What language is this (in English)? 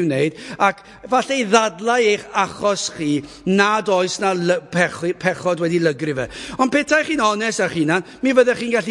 Welsh